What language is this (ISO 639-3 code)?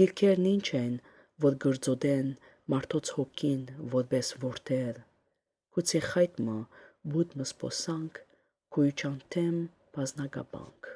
hye